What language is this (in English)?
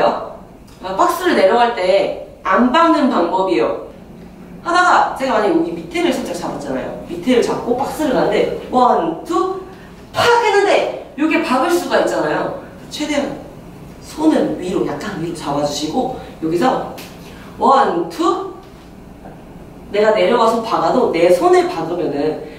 Korean